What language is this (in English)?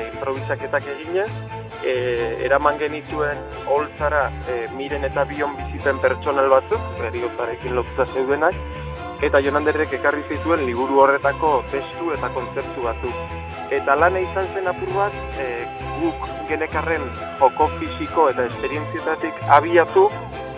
Basque